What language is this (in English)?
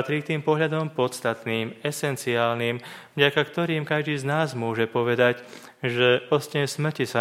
Slovak